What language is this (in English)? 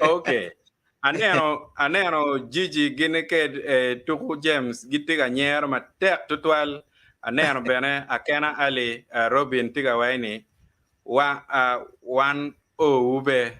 Acoli